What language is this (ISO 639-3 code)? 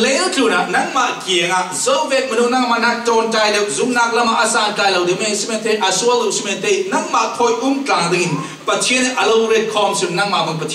cfm